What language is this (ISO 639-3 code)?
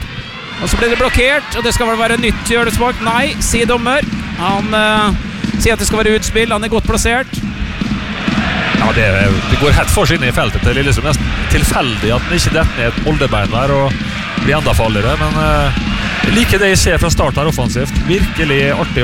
nor